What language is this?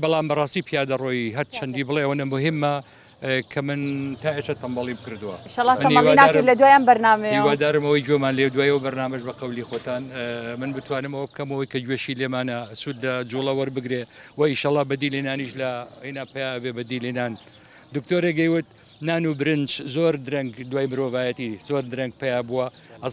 Central Kurdish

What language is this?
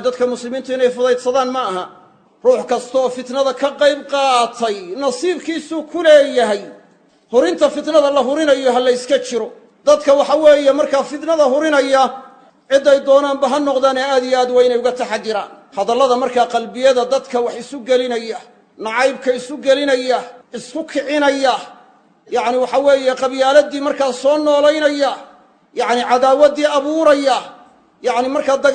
Somali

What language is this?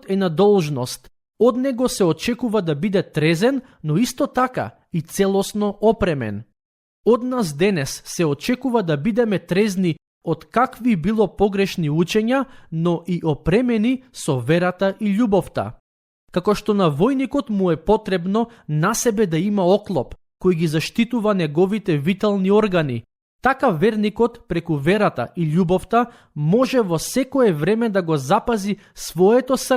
Macedonian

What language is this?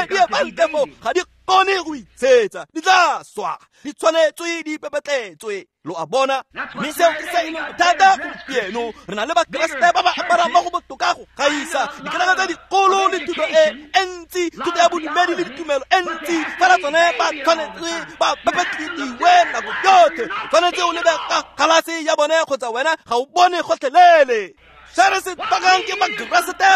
Tswana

